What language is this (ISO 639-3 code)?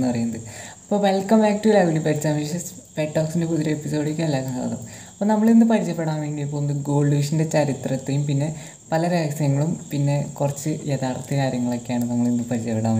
mal